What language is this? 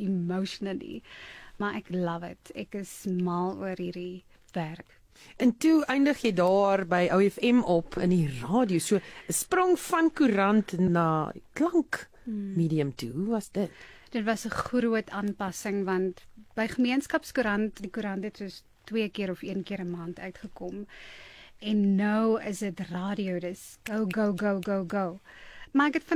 Afrikaans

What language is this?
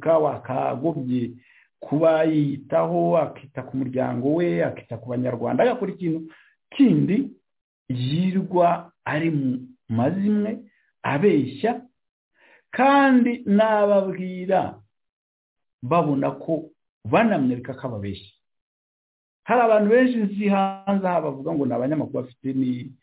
Kinyarwanda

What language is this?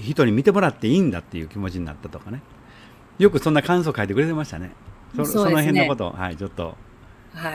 Japanese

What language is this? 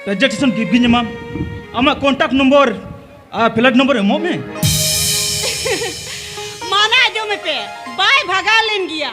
Santali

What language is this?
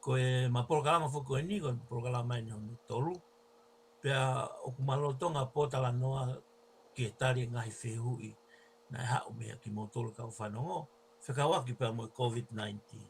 Tongan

